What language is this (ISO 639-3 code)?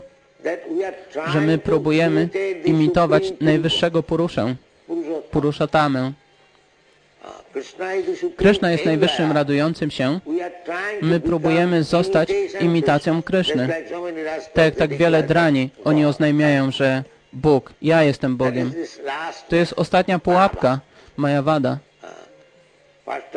pol